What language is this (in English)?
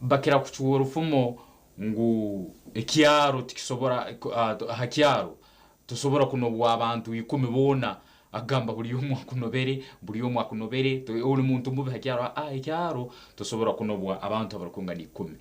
Nyankole